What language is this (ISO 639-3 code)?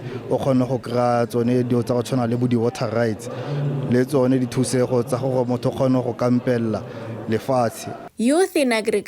nso